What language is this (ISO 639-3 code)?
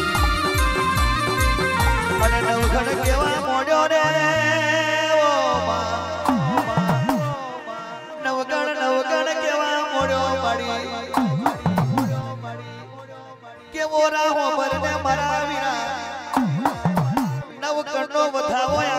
guj